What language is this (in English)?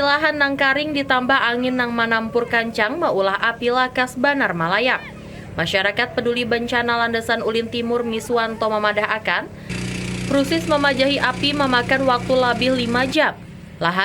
Banjar